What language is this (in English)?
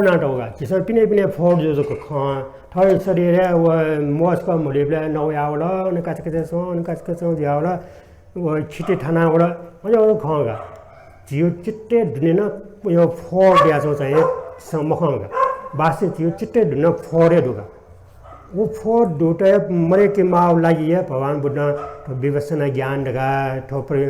Newari